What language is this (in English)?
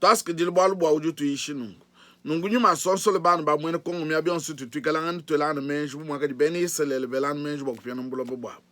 Luba-Lulua